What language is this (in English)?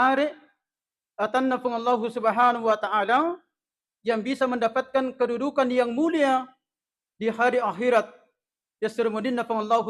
Buginese